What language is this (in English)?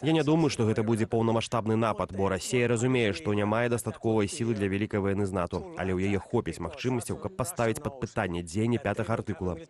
Belarusian